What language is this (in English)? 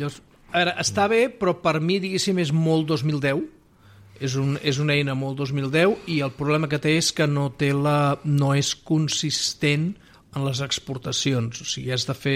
Catalan